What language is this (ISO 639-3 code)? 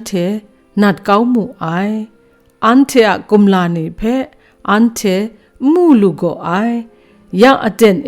kac